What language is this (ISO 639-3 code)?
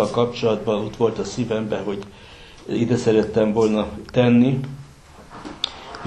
hun